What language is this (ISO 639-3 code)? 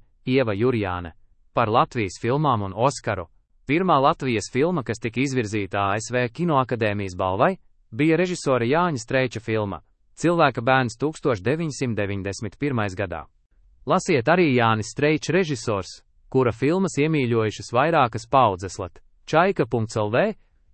lav